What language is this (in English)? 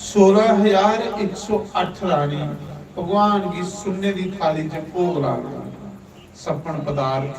Dogri